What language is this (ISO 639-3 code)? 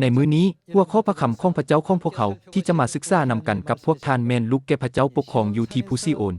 lao